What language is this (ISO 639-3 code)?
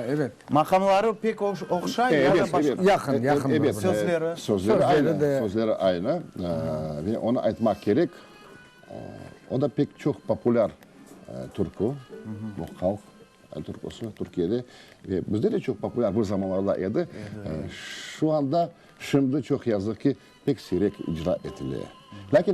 crh